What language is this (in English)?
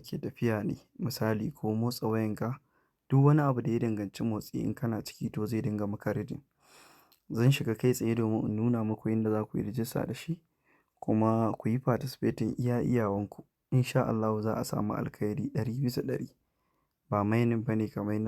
Hausa